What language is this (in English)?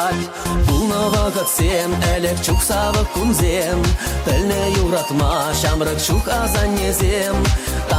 Chuvash